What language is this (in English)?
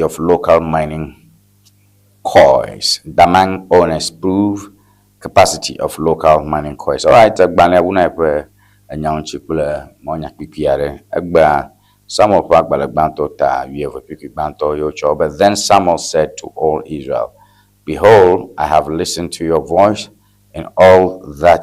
Ewe